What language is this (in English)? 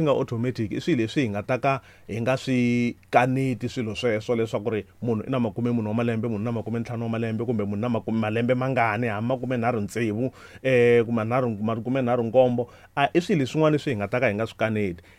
Tsonga